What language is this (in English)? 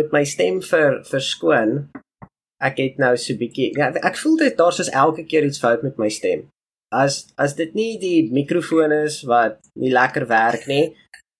Afrikaans